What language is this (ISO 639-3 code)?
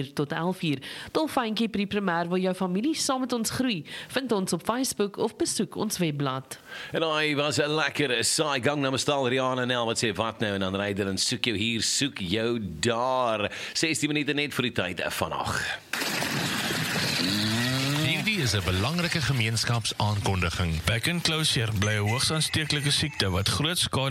afr